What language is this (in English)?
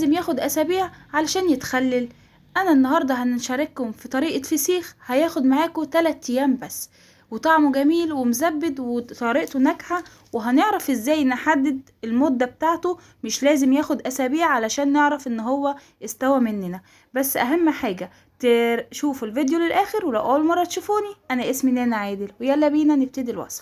Egyptian Arabic